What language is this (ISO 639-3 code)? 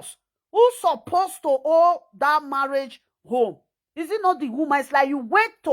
pcm